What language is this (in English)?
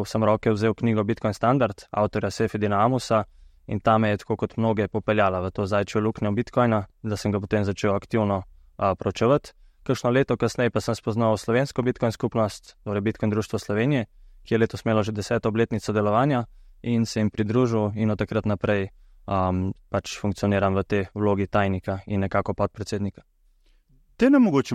Slovenian